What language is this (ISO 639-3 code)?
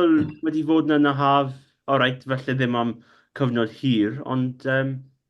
cym